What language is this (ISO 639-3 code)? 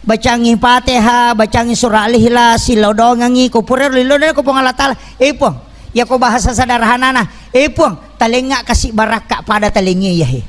bug